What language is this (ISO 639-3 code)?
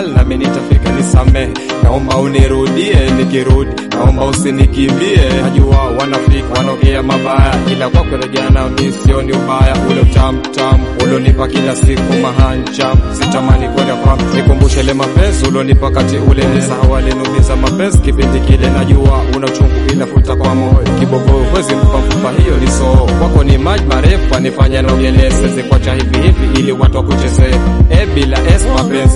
swa